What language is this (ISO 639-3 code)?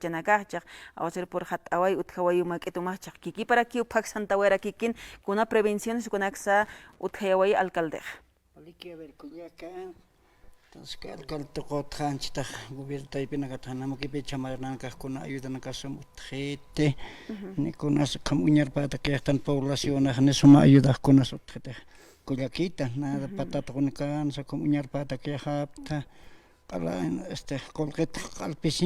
aym